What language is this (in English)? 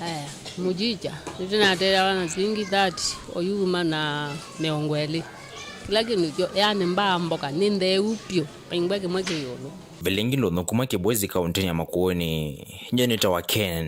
Kamba